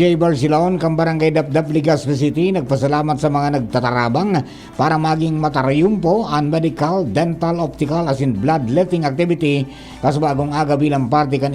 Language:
Bikol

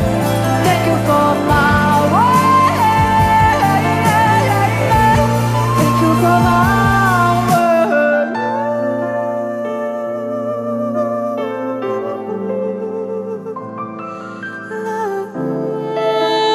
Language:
Arabic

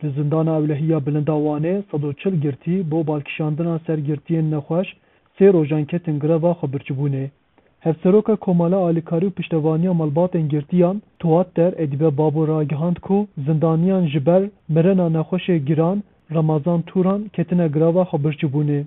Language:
Kurdish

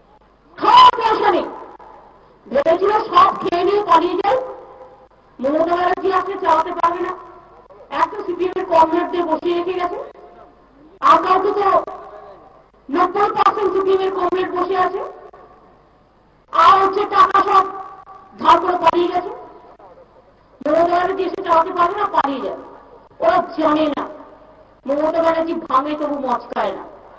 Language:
Bangla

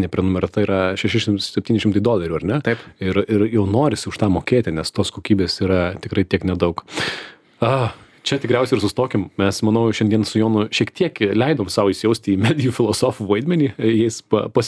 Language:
Lithuanian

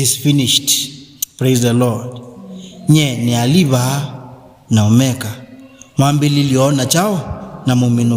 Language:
Kamba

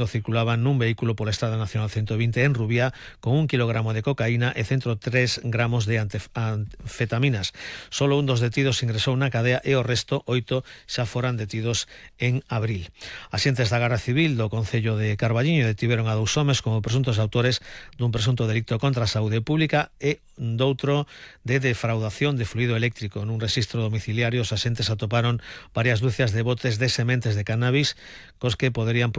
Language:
Galician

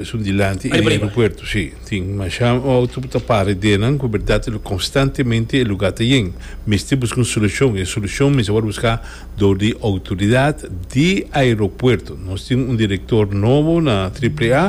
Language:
Papiamento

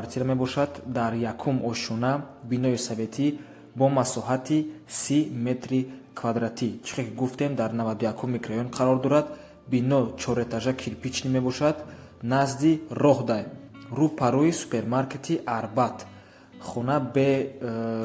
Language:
Tajik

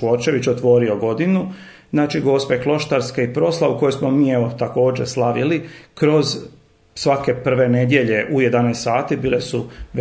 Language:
Croatian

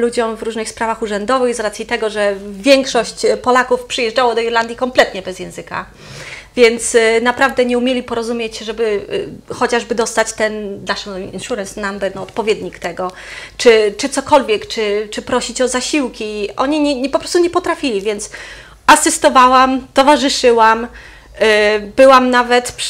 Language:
Polish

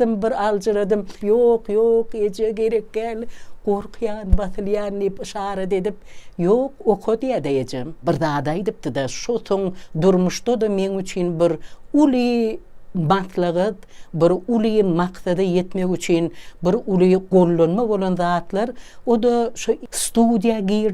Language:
Turkmen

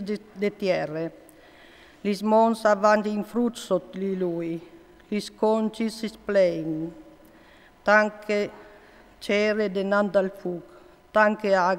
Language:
Friulian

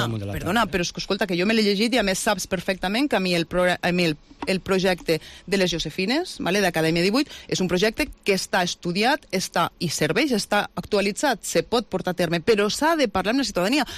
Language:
Catalan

